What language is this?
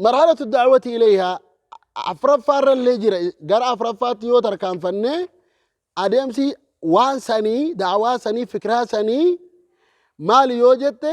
Oromo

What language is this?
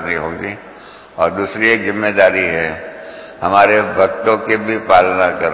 Hindi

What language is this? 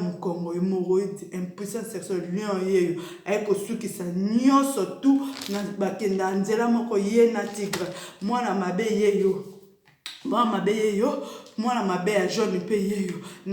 Lingala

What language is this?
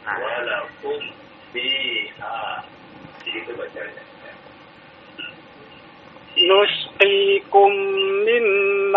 Indonesian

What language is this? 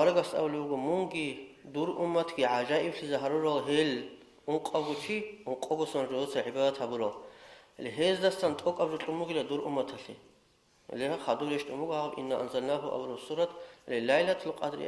Avaric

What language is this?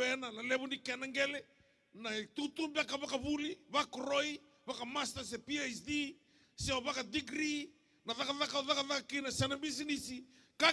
Fijian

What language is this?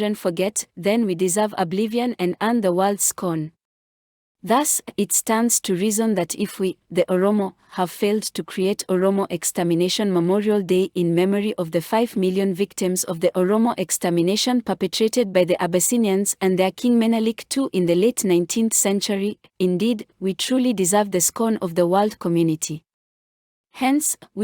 English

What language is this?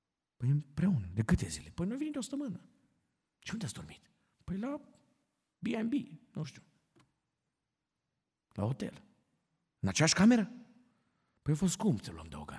Romanian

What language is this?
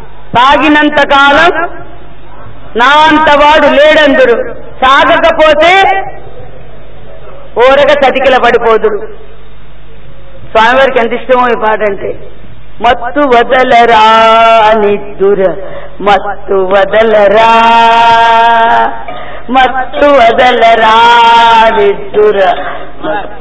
Telugu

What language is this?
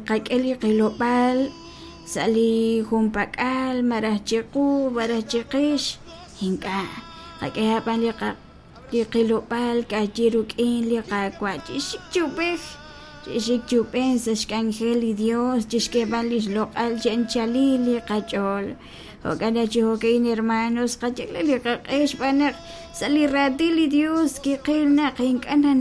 Kekchí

